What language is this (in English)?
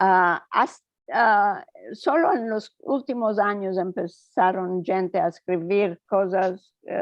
Ladino